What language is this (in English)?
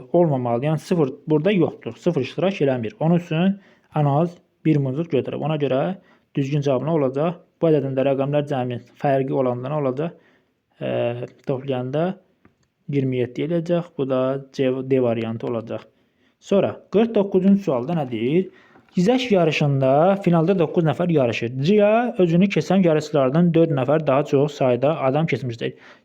Azerbaijani